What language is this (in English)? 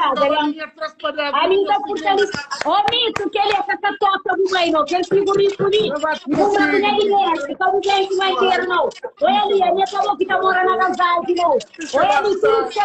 Kabuverdianu